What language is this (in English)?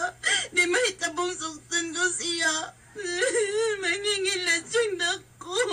Cebuano